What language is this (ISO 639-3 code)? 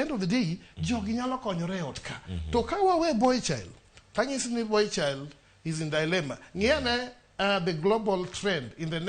luo